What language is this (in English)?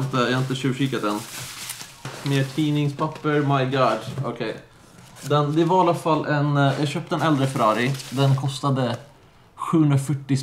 Swedish